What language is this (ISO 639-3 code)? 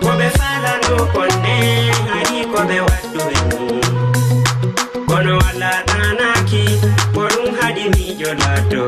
ful